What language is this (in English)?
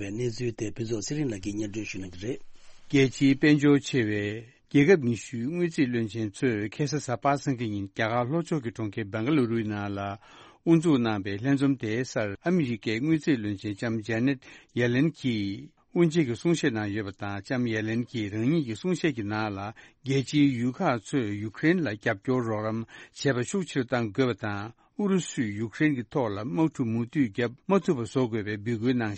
Tibetan